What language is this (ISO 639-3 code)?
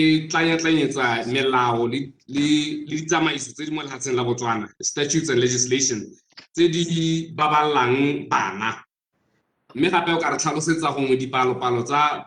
tsn